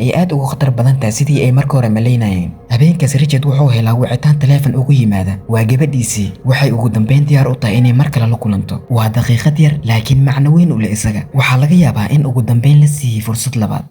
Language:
Somali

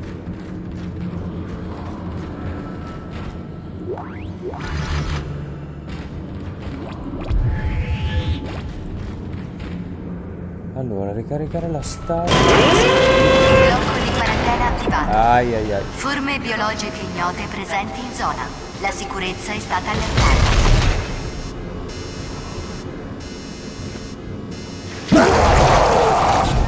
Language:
Italian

